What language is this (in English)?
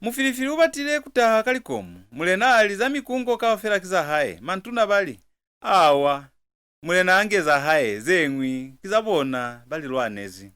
Lozi